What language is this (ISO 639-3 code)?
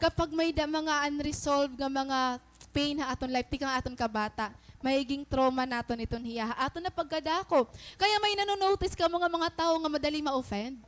war